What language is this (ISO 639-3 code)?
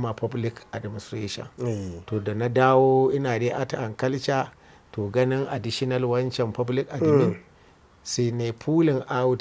hau